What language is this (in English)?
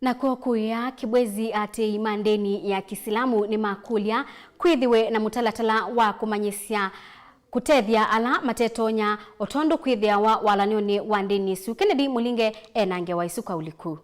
Kamba